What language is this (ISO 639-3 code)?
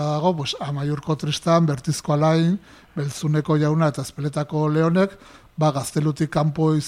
eus